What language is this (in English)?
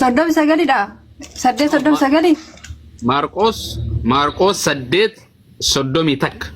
Oromo